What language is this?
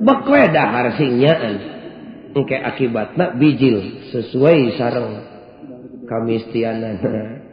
Sundanese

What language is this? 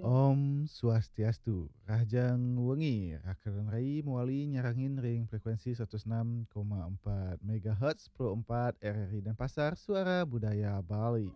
Balinese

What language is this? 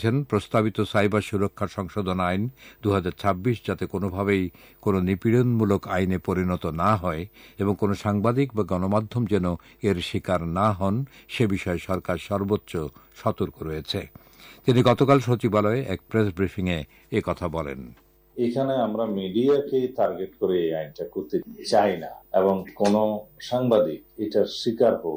Bangla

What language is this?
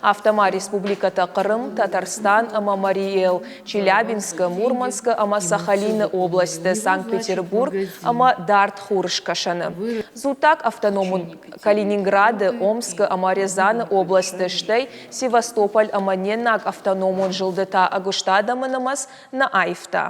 Ossetic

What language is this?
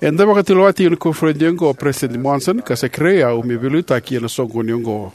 Fijian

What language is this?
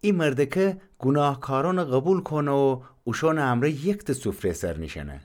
Gilaki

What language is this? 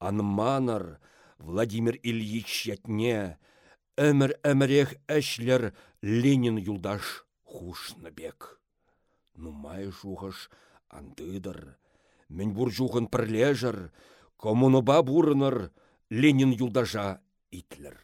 Chuvash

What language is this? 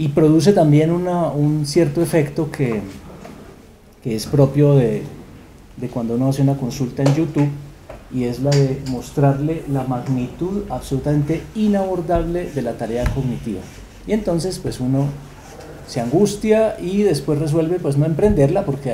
Spanish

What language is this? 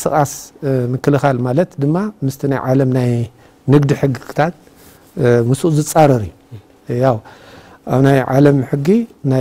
Tigrinya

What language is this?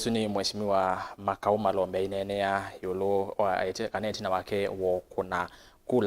Kamba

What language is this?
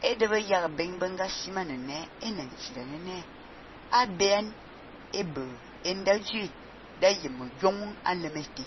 Fang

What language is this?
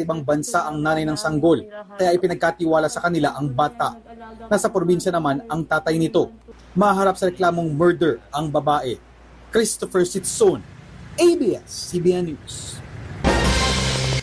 Filipino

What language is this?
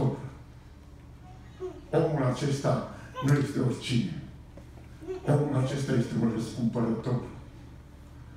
Romanian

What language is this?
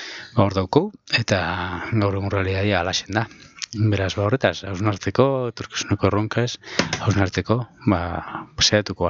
Basque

